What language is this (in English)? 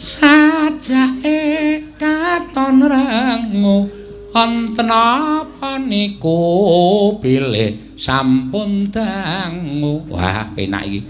Javanese